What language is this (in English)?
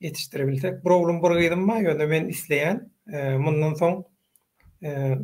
Turkmen